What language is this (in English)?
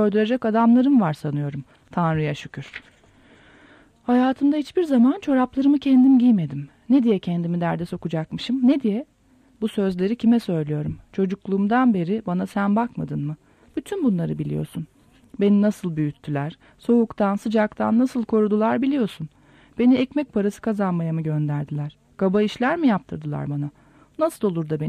Turkish